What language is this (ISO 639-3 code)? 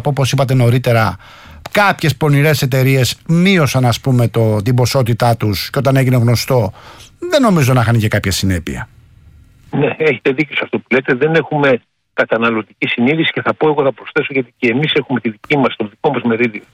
ell